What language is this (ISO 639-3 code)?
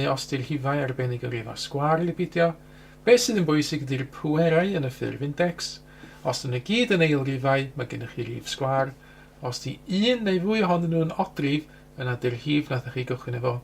cym